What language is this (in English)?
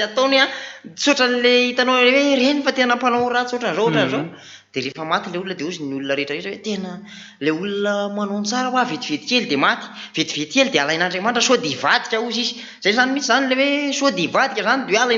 Malagasy